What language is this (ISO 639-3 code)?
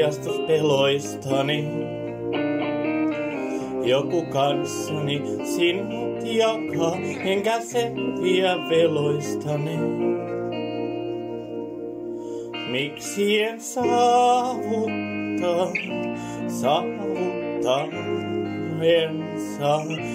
fin